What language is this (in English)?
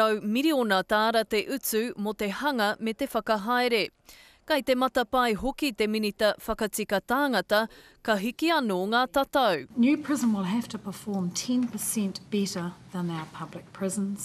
Māori